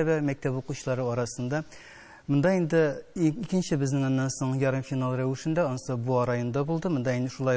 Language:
Tatar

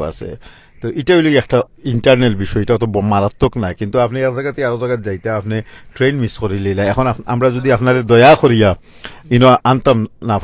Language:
Sylheti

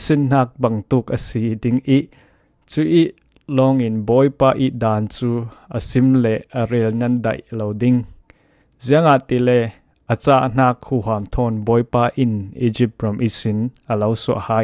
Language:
Falam Chin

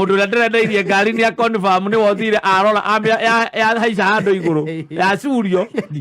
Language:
Kikuyu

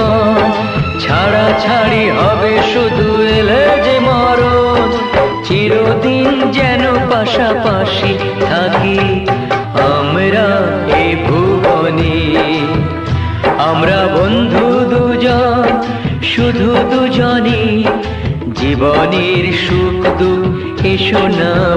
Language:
Bangla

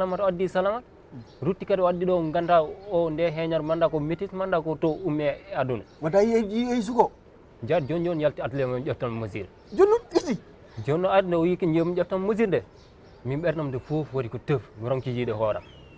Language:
Fula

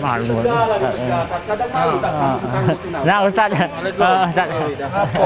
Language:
Musi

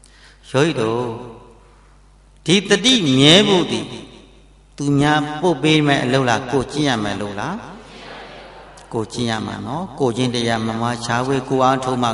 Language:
Burmese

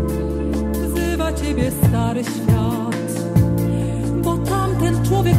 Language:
Polish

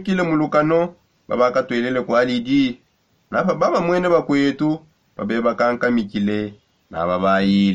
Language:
Songe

